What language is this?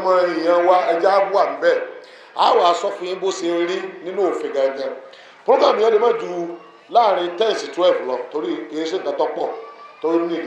Yoruba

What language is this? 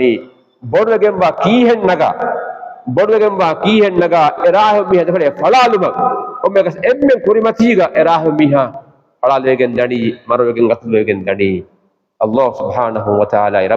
Divehi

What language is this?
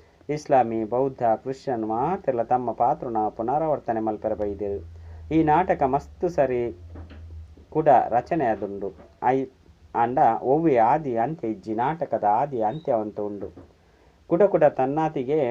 Tulu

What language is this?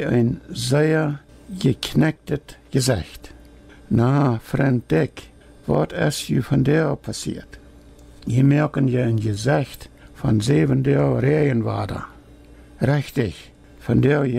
Plautdietsch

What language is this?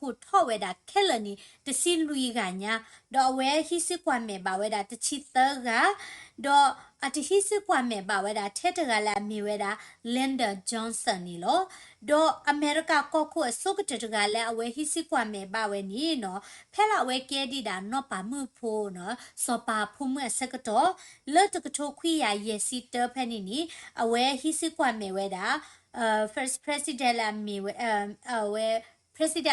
S'gaw Karen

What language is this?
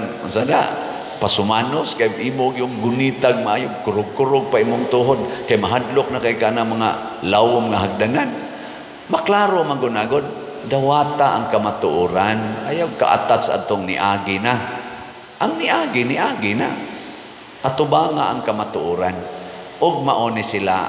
Cebuano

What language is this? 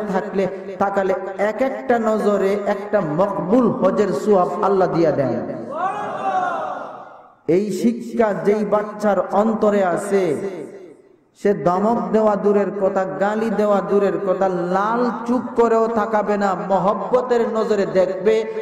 Bangla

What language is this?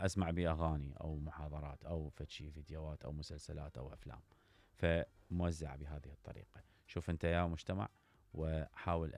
Mesopotamian Arabic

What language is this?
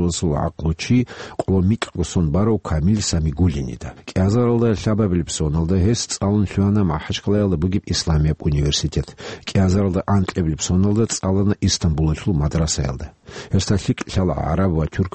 Avaric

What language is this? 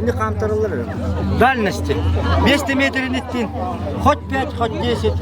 Yakut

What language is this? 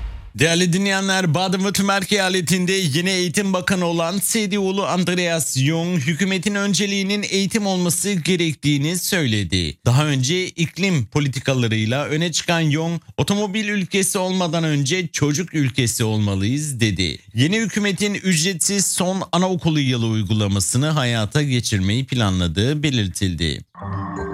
Turkish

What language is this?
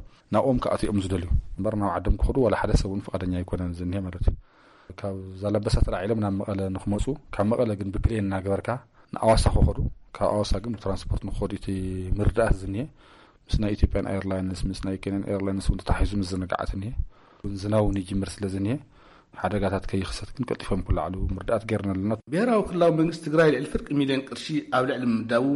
Tigrinya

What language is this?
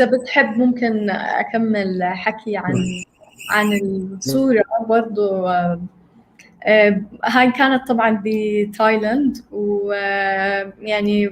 North Levantine Arabic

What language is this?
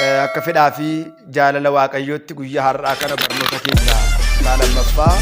Oromo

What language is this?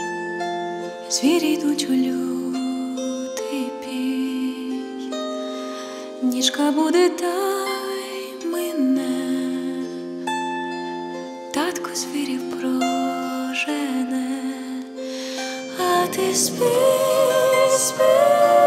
Ukrainian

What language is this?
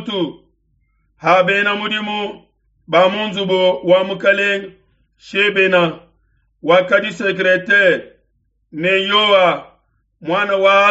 Luba-Lulua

